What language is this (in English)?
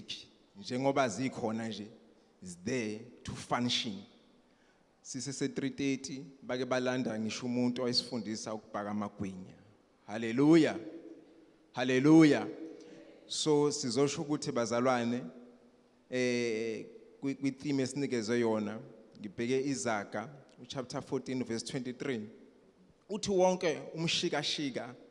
Zulu